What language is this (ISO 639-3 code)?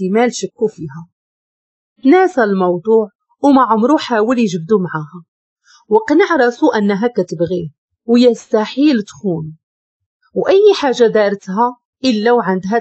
ary